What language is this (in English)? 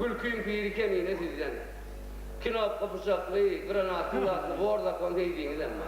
Turkmen